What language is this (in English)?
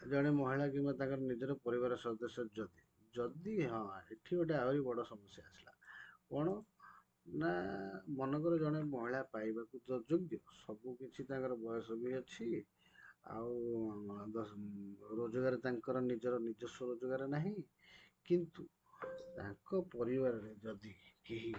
Odia